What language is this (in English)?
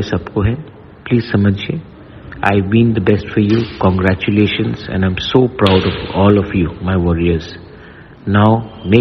Kok Borok